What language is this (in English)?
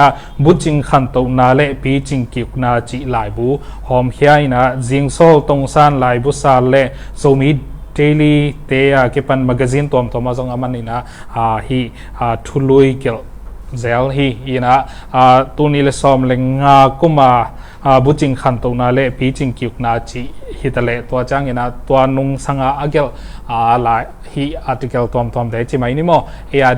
Tedim Chin